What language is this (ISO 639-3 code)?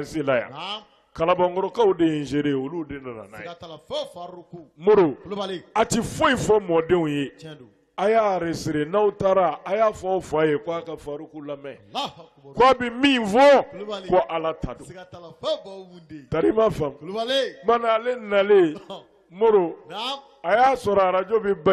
bam